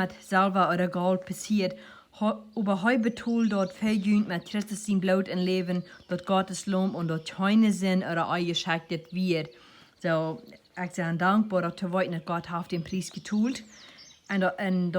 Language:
Plautdietsch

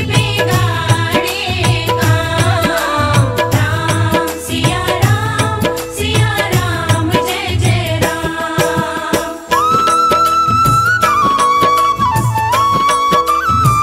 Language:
Hindi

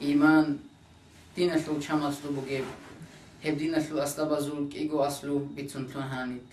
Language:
Avaric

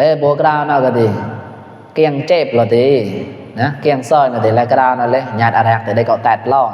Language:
Mon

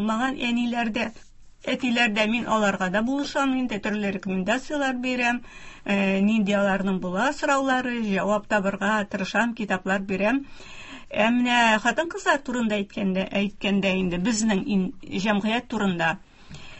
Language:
Tatar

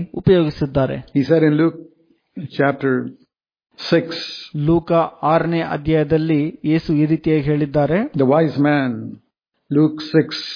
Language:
Kannada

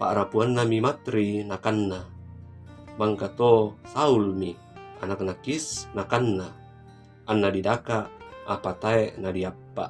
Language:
Toraja-Sa'dan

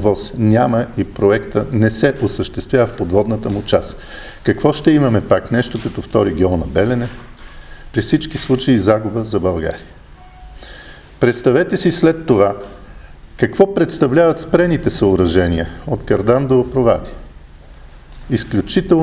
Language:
Bulgarian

